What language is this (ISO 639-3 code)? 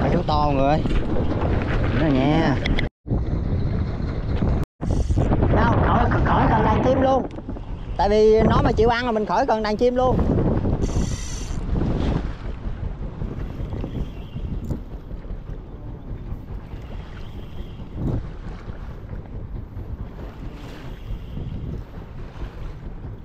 vie